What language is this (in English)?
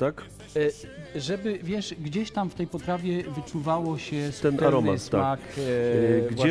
Polish